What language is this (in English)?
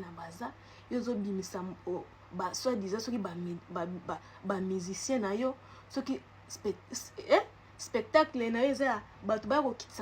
Lingala